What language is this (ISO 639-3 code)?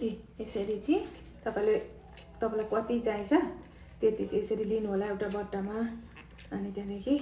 nep